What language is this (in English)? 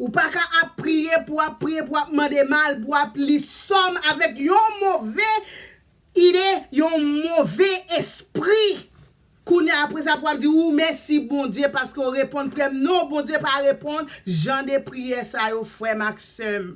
Haitian Creole